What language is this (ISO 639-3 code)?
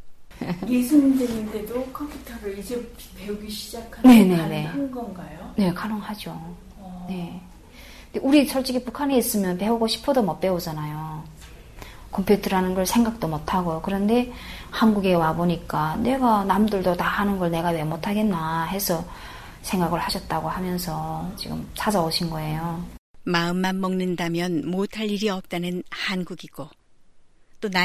kor